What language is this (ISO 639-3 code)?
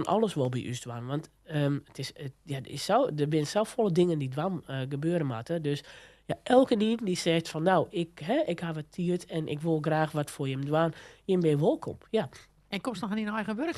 fry